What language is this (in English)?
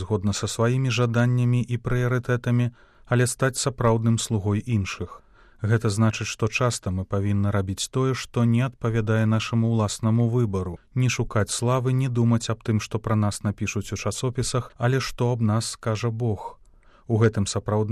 Belarusian